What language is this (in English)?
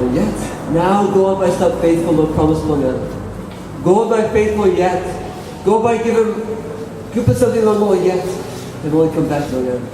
Tok Pisin